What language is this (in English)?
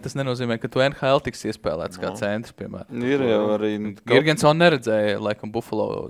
Latvian